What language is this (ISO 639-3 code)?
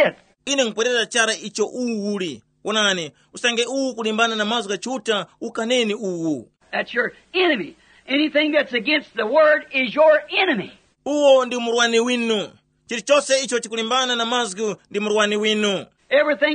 tum